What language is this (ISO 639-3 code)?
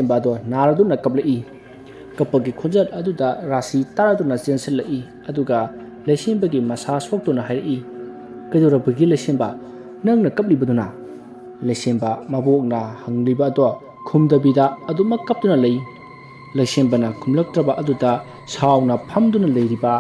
mni